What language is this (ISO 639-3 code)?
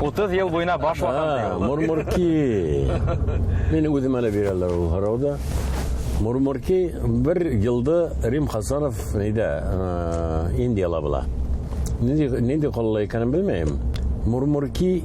bak